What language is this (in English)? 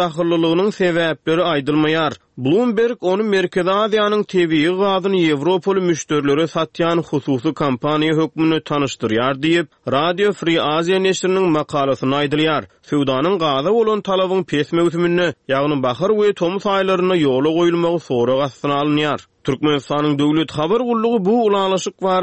Turkmen